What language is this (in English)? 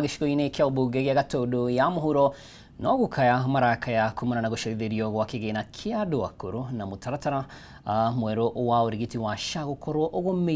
Kikuyu